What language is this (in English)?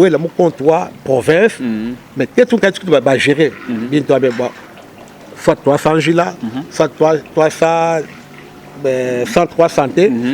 Luba-Lulua